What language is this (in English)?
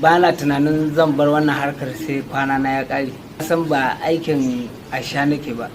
Hausa